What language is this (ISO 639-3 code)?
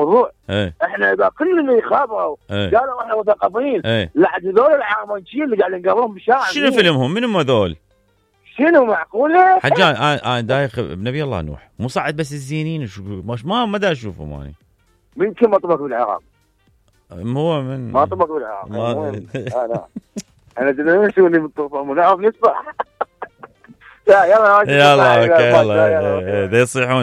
acm